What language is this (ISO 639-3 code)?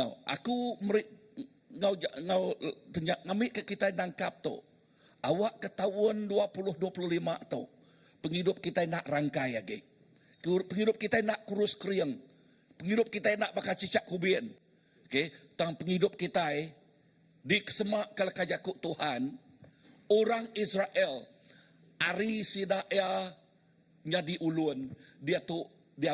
iba